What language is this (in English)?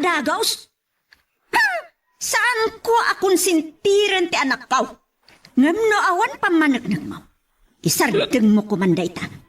Iloko